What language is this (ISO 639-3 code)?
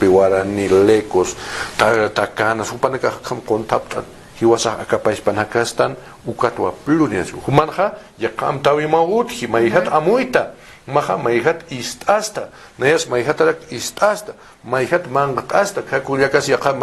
aym